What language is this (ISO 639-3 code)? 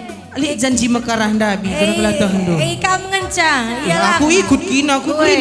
btx